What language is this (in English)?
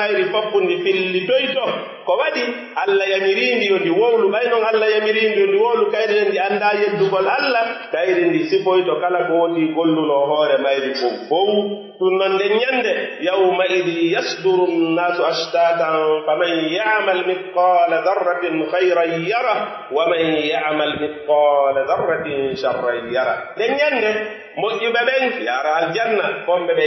Pular